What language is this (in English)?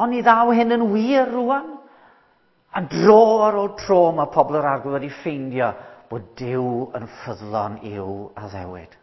Welsh